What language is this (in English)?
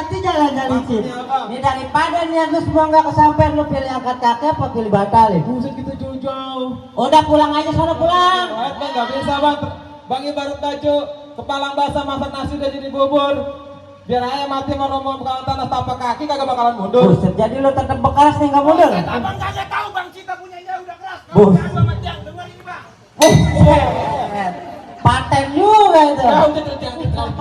Betawi